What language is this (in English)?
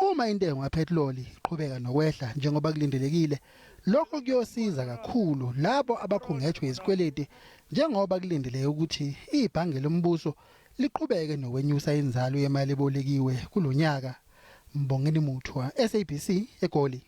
Zulu